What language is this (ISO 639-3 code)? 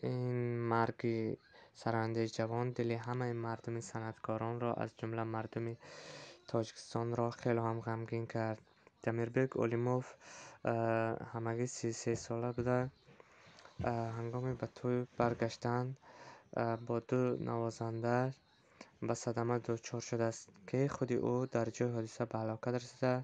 tgk